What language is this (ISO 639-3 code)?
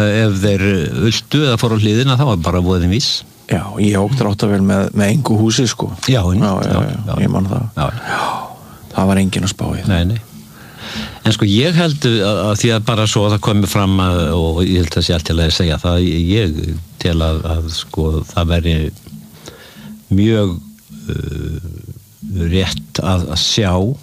isl